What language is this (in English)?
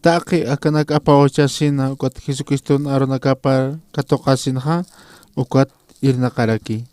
Aymara